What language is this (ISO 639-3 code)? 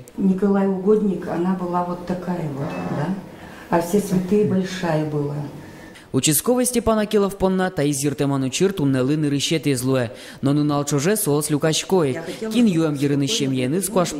udm